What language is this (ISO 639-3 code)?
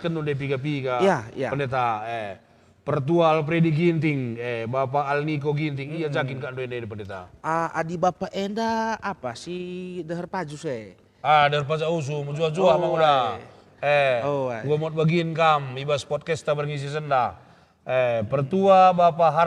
btx